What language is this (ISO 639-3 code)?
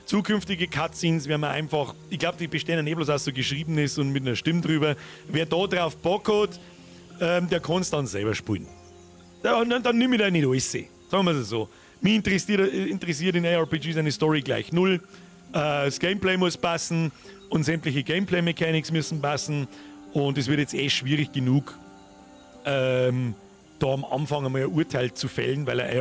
bar